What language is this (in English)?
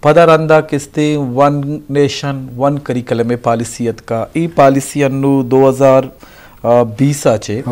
Eastern Balochi